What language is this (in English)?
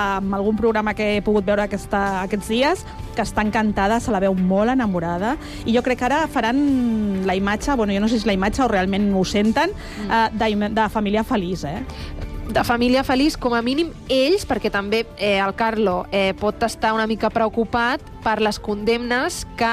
Catalan